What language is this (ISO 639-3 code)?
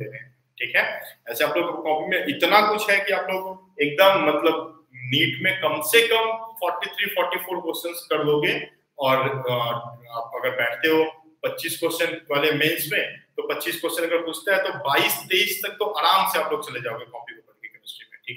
hin